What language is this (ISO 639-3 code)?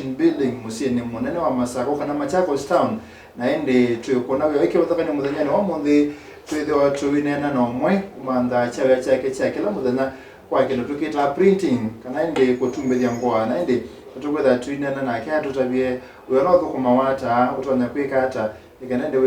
kam